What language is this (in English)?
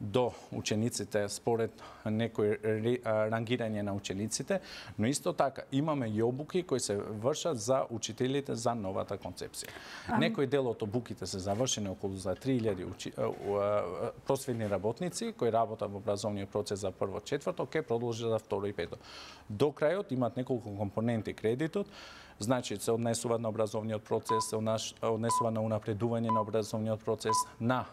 Macedonian